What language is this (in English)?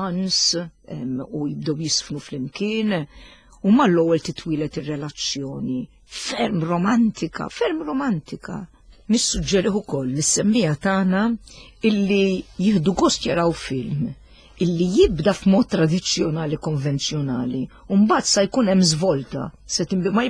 Maltese